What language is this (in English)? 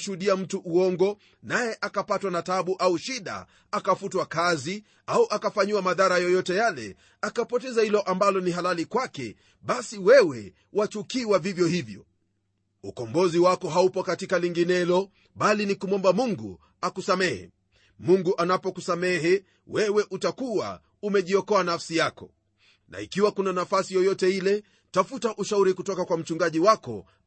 Swahili